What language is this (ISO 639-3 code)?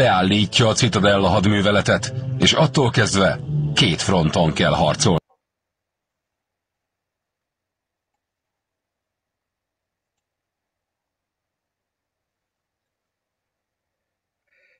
hun